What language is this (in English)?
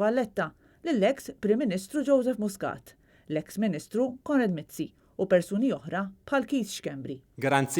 Maltese